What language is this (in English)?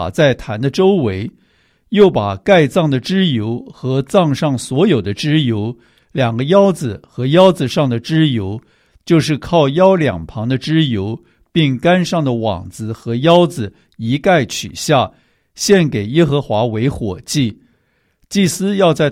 Chinese